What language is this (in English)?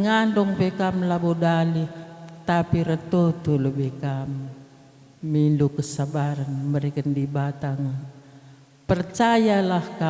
Batak Karo